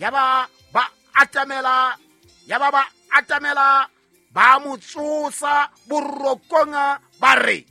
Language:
Southern Sotho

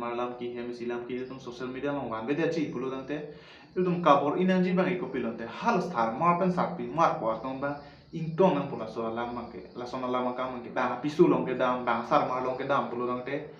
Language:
Karbi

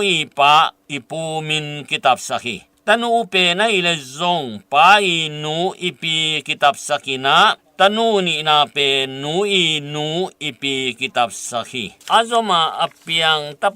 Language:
Tedim Chin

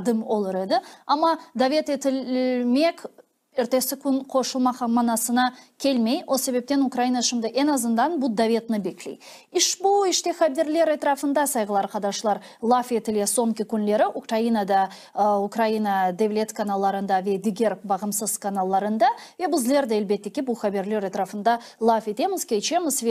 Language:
Crimean Tatar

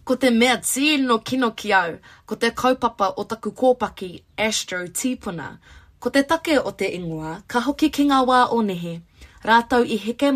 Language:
Māori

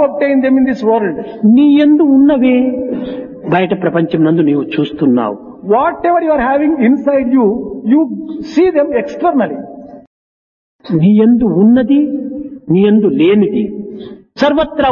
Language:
Telugu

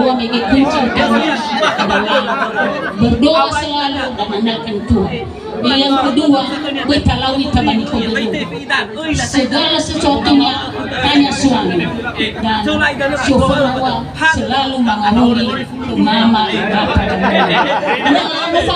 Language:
Nias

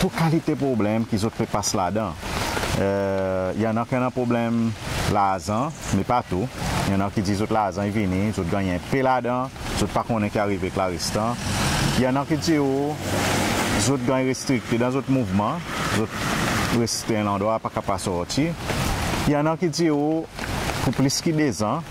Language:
Seselwa Creole French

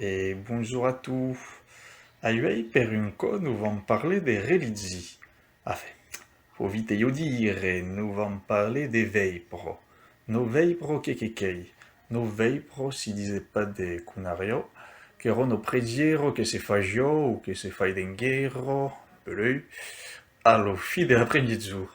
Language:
Occitan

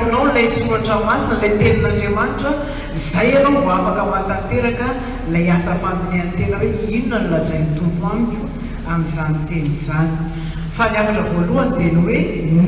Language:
Malagasy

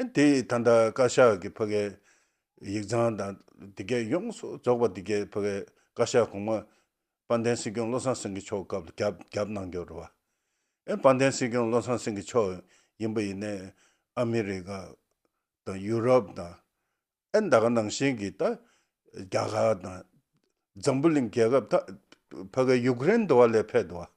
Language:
Tibetan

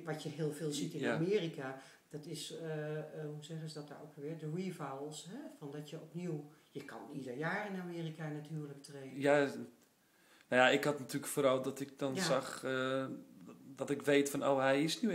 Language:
Dutch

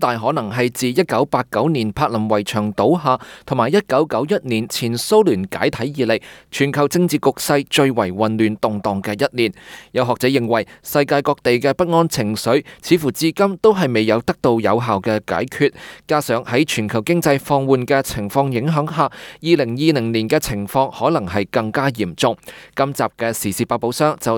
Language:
Cantonese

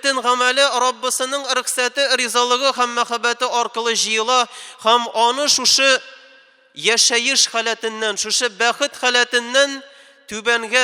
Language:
Tatar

